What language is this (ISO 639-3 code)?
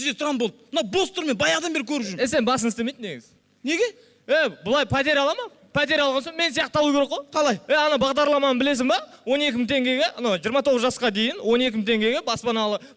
kaz